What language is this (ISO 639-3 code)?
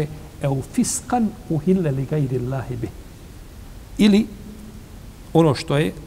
bos